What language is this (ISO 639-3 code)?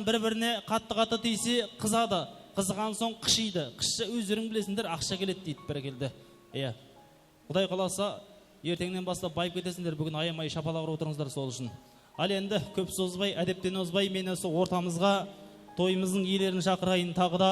kaa